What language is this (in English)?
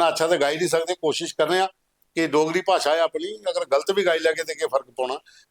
Dogri